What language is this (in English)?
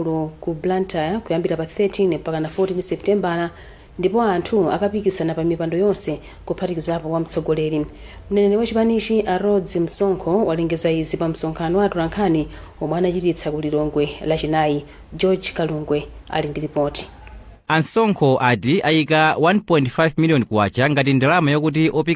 Nyanja